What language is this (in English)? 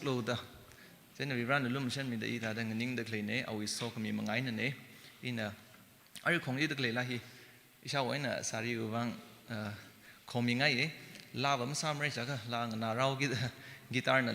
Tangkhul Naga (India)